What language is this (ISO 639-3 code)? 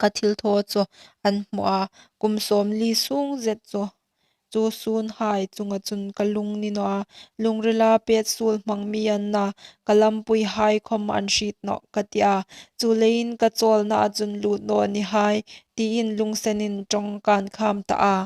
hmr